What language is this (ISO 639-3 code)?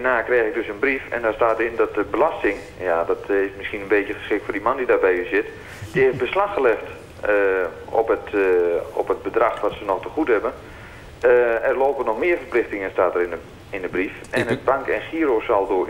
nld